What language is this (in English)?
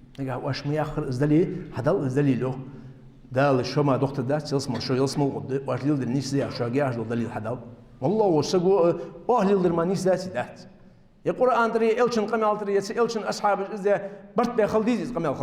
Ingush